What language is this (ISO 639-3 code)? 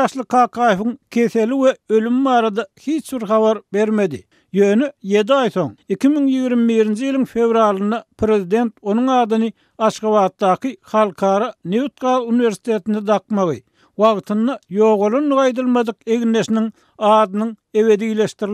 tuk